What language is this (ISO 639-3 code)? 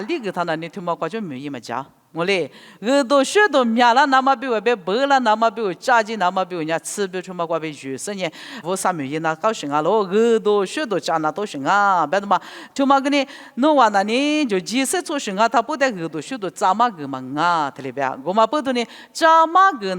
lis